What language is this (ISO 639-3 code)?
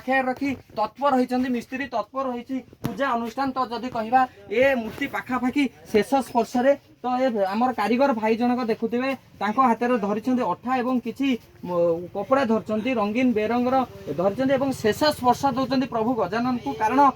ori